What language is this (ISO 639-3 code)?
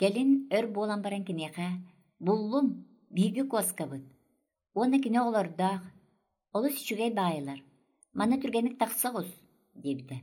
sah